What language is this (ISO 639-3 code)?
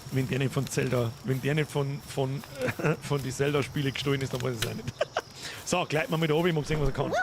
bar